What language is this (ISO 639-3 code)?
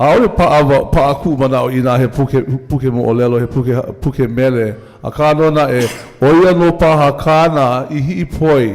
haw